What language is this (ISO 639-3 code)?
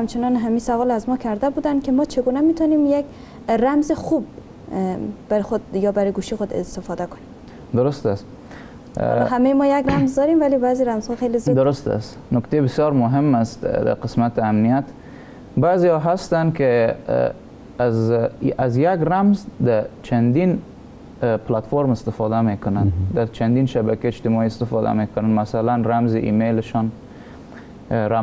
fas